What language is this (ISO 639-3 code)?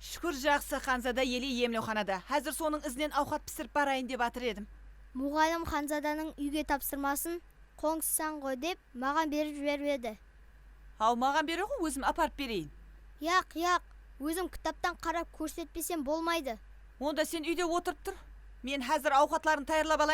kaa